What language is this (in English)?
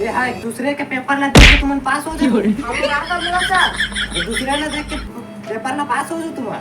Chhattisgarhi